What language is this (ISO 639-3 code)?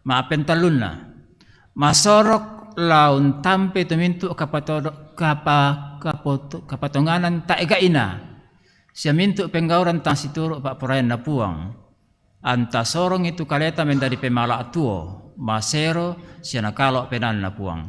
sda